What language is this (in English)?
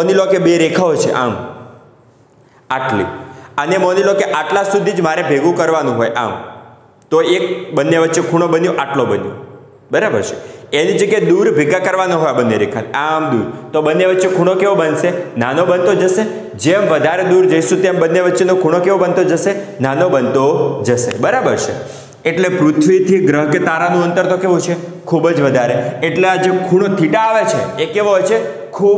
Gujarati